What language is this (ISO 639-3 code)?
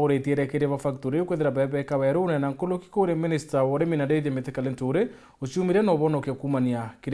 mer